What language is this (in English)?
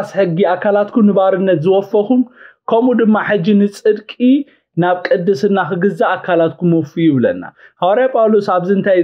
Tigrinya